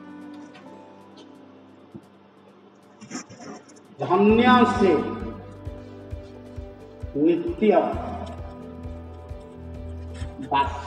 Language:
Odia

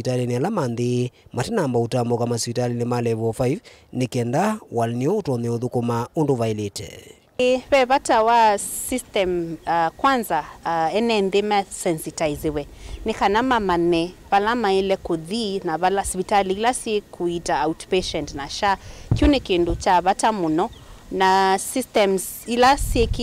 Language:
Kamba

